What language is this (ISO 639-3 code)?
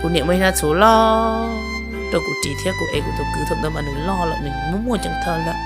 hmn